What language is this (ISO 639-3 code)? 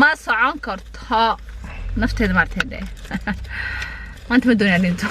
som